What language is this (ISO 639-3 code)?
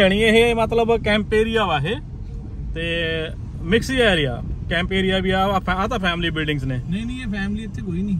pan